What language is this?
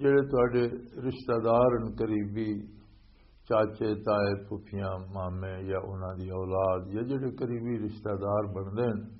Western Panjabi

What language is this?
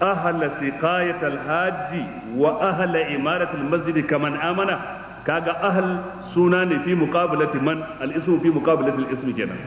Hausa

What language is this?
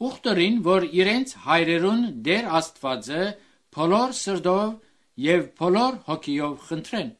Armenian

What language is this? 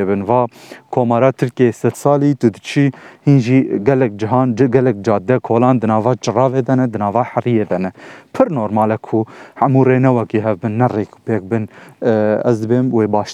Kurdish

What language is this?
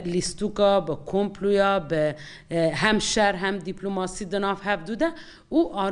Kurdish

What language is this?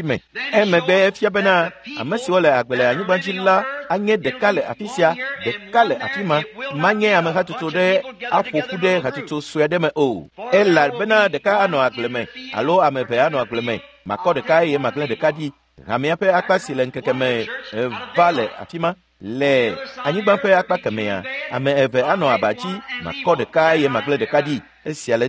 Ewe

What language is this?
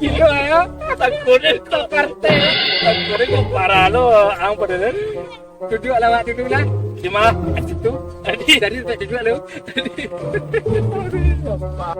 Minangkabau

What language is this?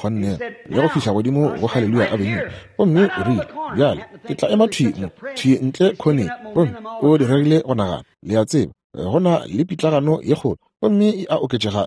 Northern Sotho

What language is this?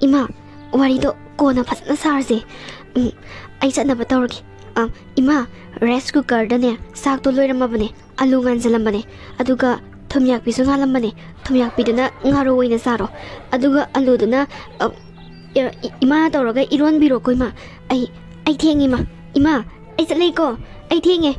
Manipuri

